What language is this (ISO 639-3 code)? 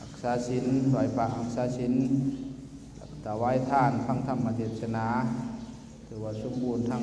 lao